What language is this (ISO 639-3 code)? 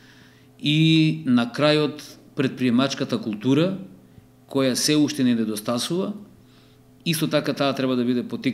mkd